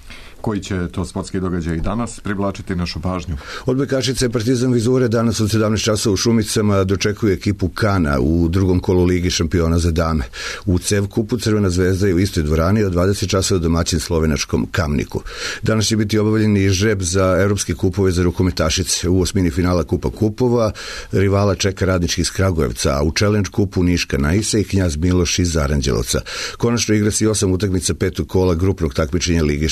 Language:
Serbian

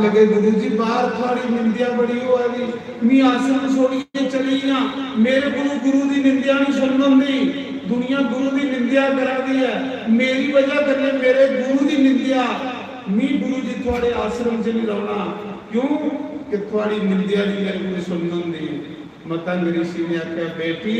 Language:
Dogri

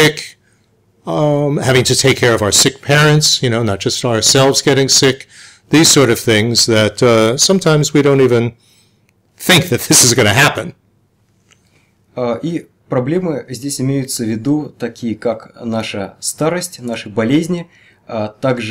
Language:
English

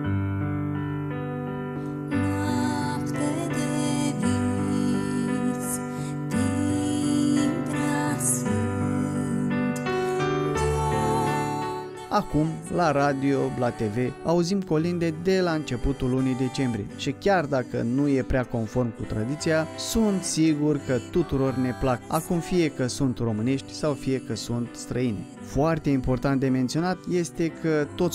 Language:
Romanian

